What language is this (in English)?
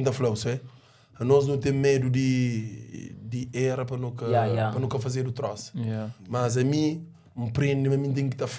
Kabuverdianu